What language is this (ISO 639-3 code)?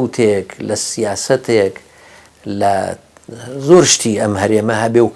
ckb